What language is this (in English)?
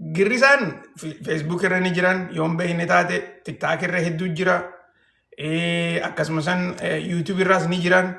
Oromo